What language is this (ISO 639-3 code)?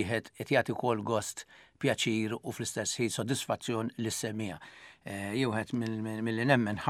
mlt